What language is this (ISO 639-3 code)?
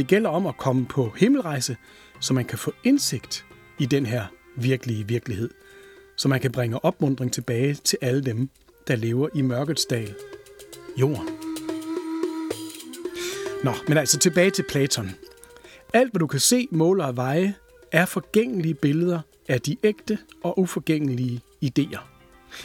dan